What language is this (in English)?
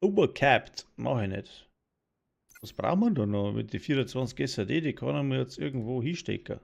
Bavarian